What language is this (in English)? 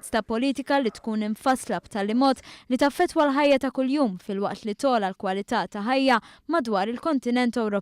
Maltese